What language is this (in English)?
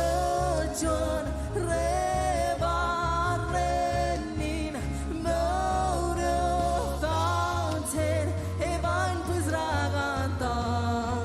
Marshallese